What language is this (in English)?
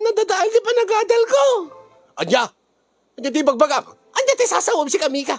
Iloko